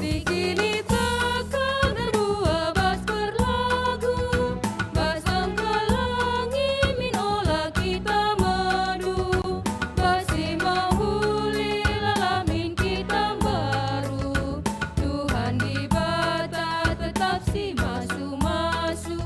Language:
Batak Karo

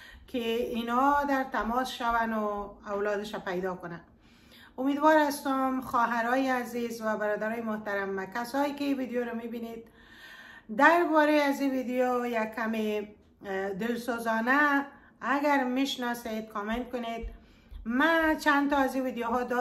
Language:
Persian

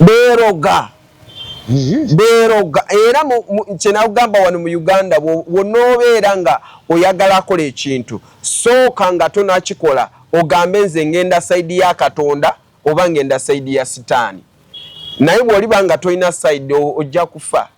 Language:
Ganda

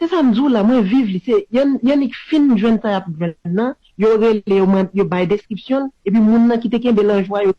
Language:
Haitian Creole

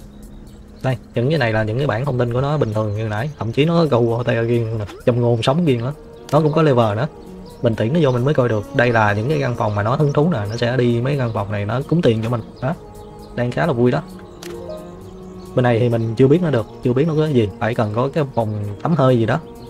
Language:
Vietnamese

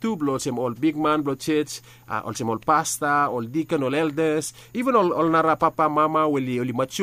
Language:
Bislama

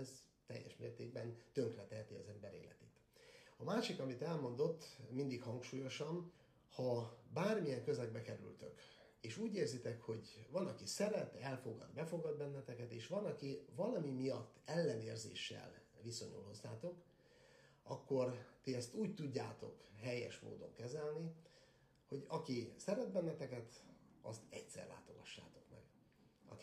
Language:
Hungarian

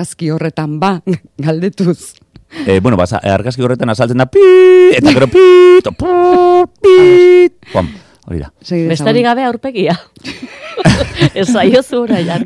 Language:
Basque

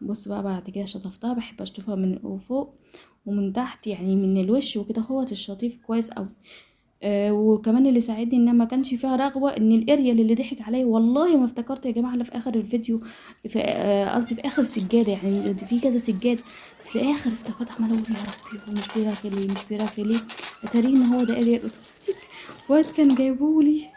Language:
Egyptian Arabic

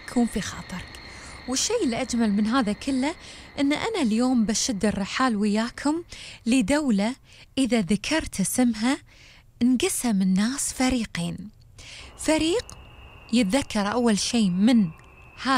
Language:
Gulf Arabic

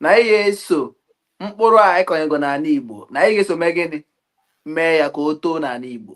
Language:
Igbo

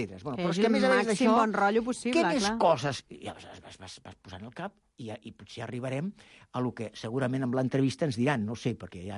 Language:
Catalan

